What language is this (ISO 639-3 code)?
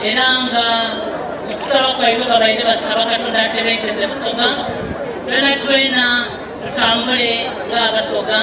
xog